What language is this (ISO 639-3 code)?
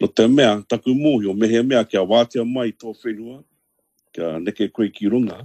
mri